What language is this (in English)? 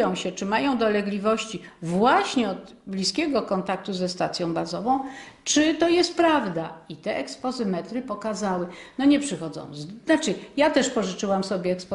Polish